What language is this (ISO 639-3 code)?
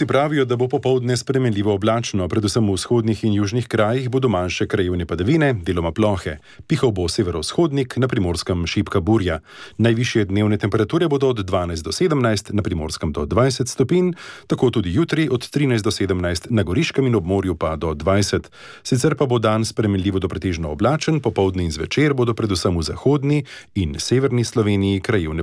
slv